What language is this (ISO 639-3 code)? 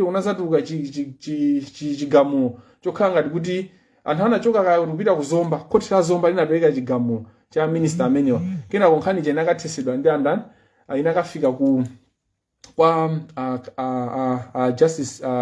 nya